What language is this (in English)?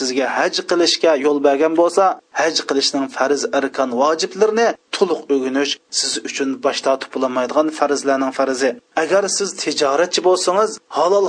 Uyghur